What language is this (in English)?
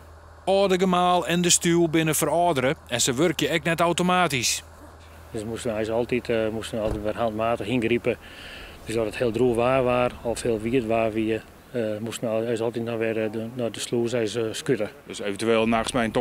Western Frisian